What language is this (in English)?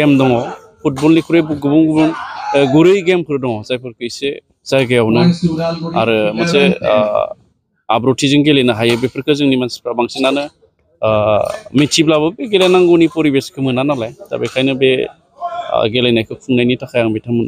Bodo